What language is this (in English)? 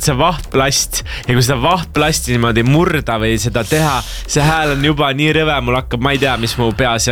Estonian